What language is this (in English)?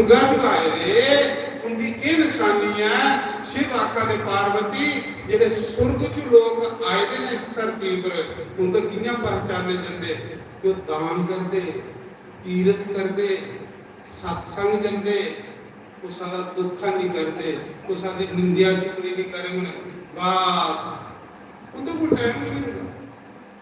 Dogri